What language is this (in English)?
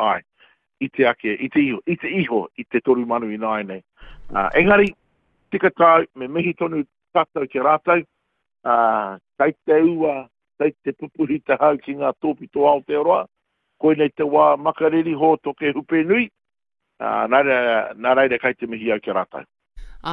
Māori